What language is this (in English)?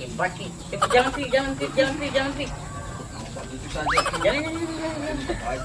Ambonese Malay